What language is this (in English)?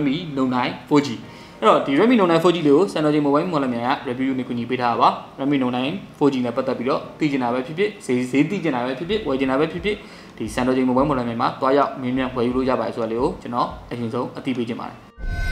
Burmese